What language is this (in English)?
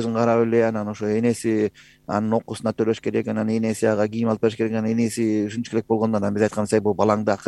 Kyrgyz